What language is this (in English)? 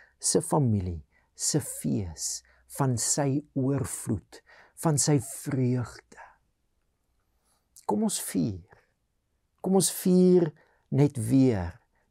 Afrikaans